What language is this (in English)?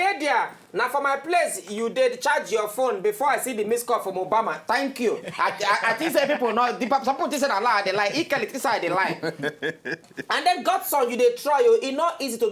Nigerian Pidgin